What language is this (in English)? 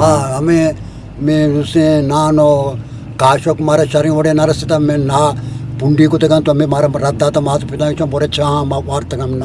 Eastern Balochi